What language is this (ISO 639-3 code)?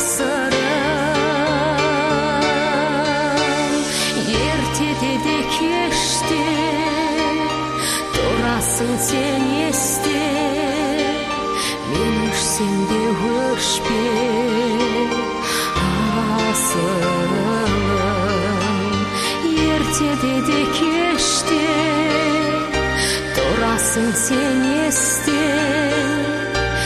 kaz